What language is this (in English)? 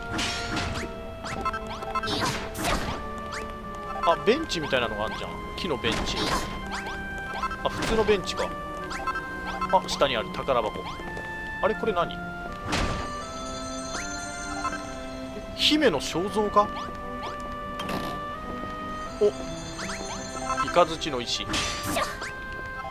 Japanese